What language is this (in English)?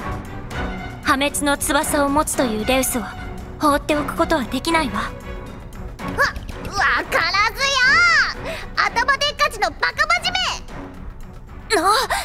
Japanese